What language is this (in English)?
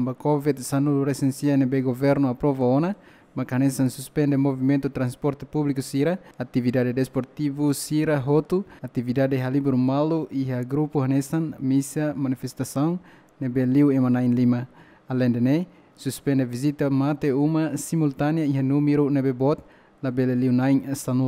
Tetum